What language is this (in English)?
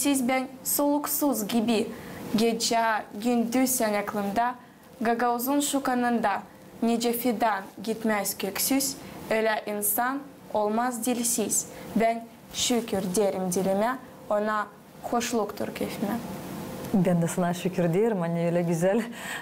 Gagauz